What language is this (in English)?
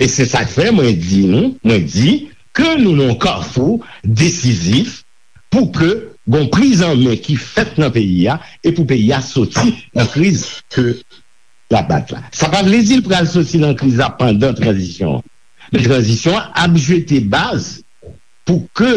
Haitian Creole